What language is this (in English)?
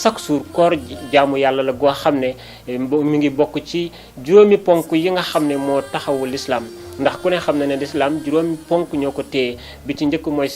Wolof